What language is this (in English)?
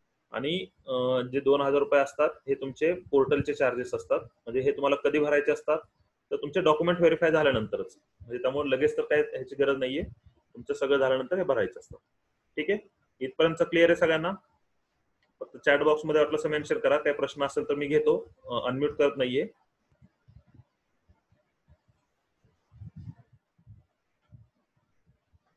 Marathi